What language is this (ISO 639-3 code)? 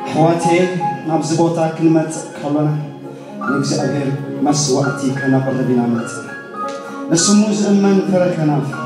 tir